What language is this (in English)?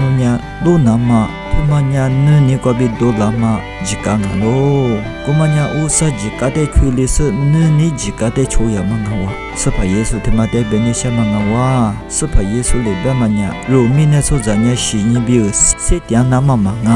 Lisu